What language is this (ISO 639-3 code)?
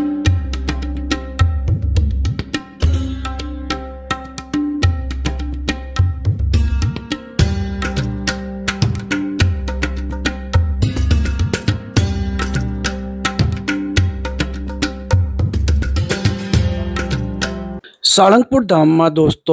guj